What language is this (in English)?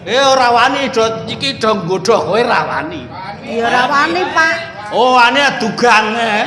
Javanese